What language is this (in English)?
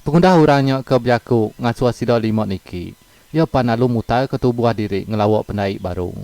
Iban